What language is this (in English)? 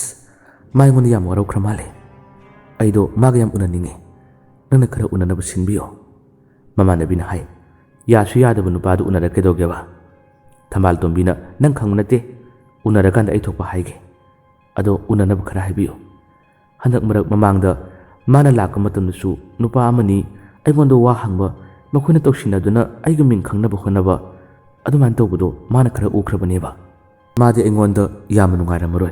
Manipuri